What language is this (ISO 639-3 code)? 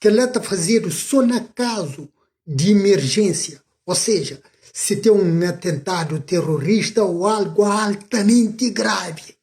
kea